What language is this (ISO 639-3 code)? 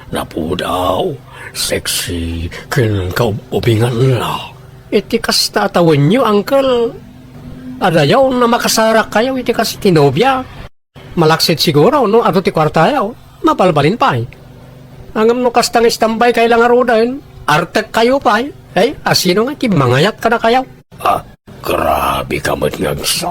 ilo